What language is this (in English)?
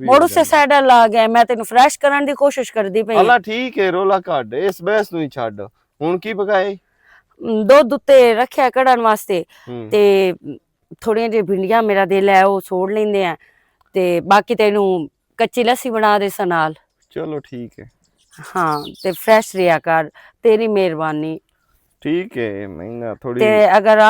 Western Panjabi